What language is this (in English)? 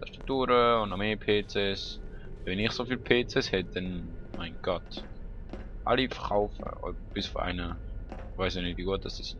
Swiss German